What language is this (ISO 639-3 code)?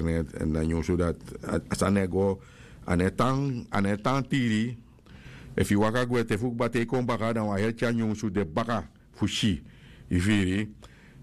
srn